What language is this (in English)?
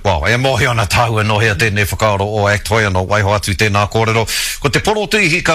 Māori